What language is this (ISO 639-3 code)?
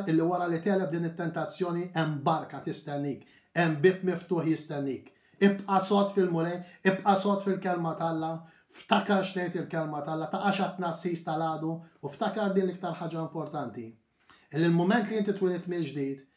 mlt